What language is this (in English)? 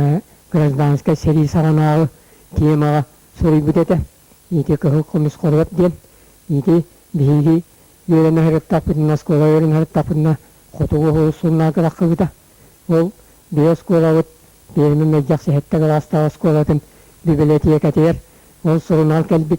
Yakut